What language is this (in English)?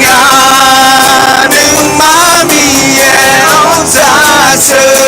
Akha